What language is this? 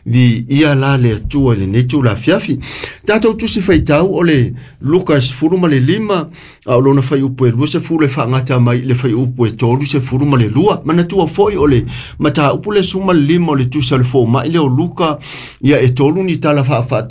Samoan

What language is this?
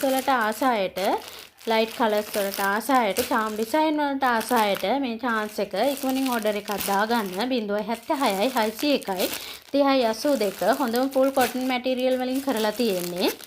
Sinhala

